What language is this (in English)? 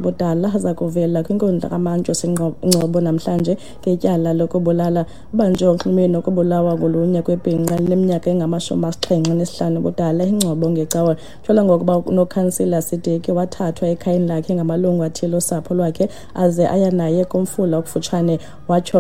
Xhosa